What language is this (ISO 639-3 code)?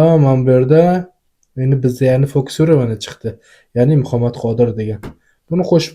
uzb